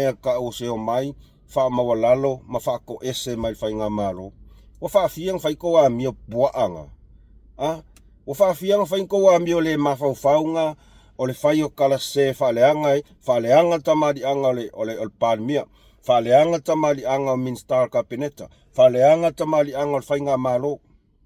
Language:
Samoan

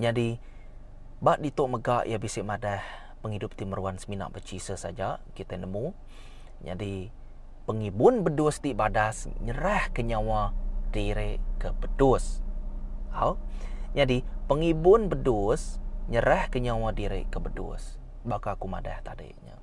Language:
Iban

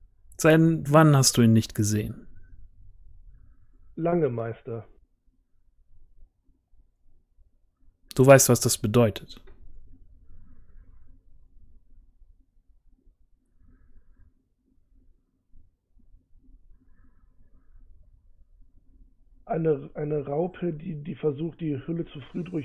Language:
German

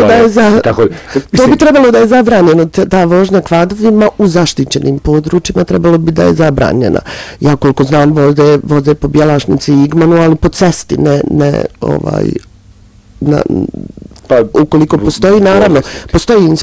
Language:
Bosnian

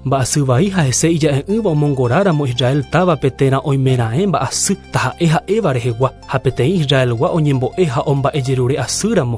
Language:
Guarani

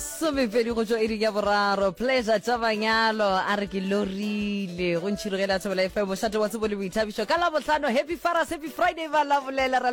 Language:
Northern Sotho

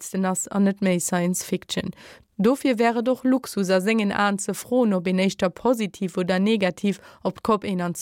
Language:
Luxembourgish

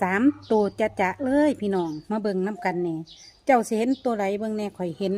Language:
Northeastern Thai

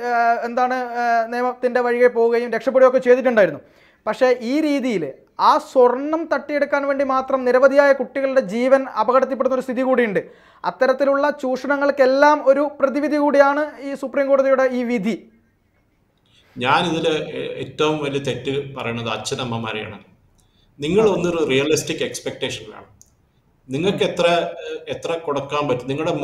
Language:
Malayalam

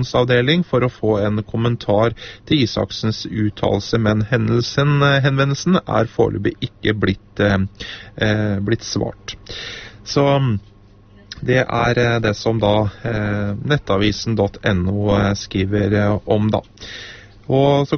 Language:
Norwegian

